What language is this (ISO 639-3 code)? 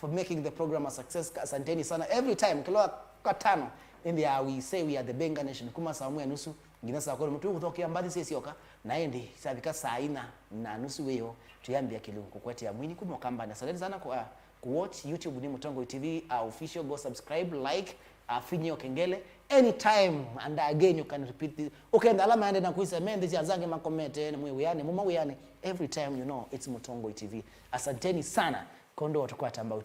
kam